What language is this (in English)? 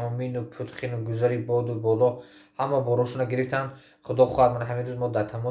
Tajik